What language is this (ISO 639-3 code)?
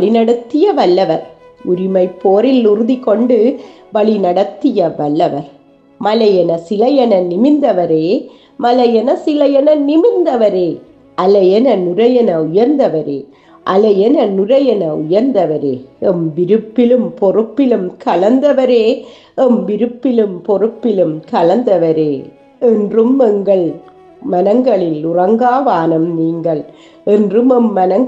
tam